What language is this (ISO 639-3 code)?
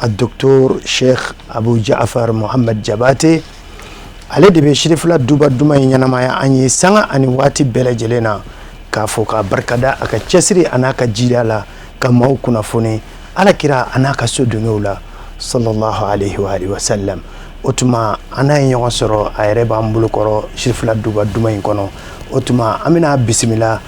bam